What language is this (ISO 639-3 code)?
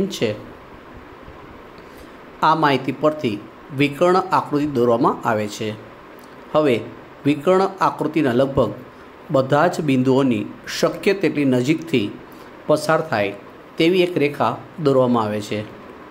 guj